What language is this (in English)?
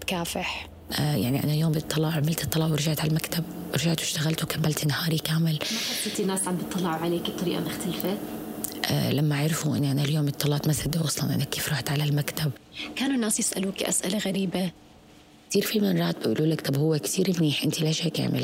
North Levantine Arabic